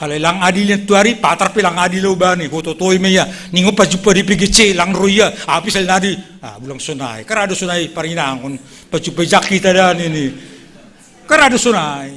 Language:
Batak Simalungun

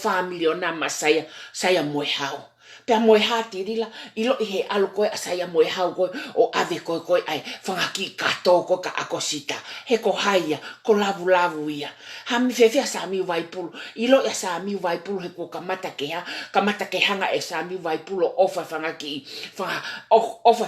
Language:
Tongan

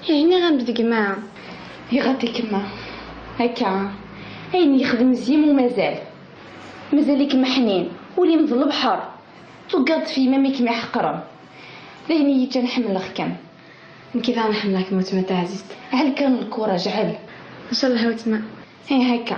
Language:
Kabyle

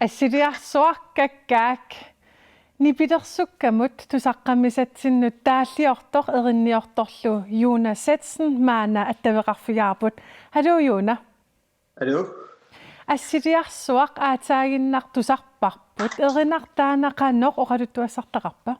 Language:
Kalaallisut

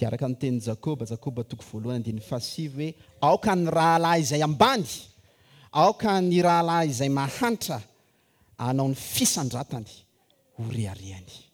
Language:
Malagasy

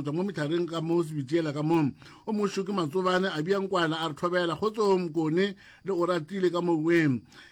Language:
Northern Sotho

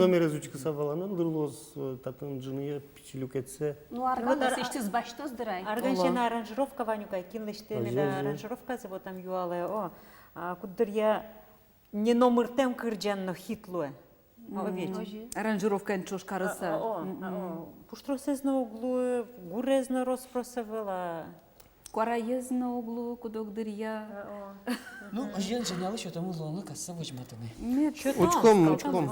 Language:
Udmurt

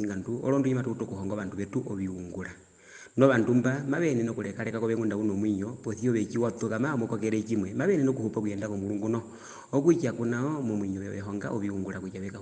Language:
Herero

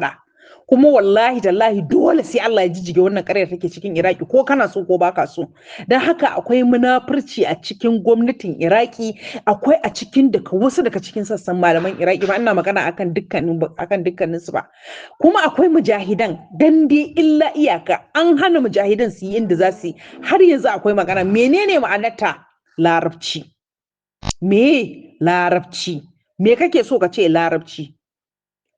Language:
Hausa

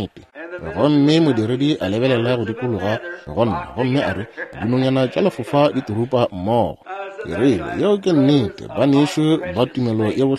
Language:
Northern Sotho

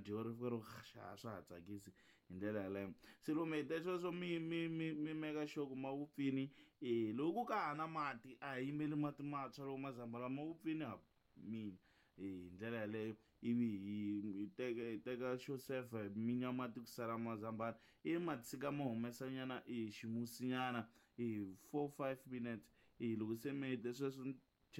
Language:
Tsonga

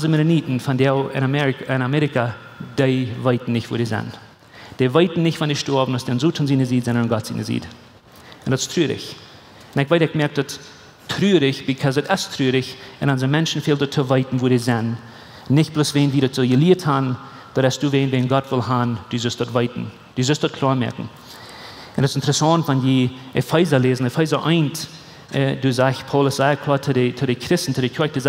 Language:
Plautdietsch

